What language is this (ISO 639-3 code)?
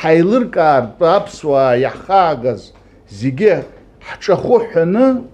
abk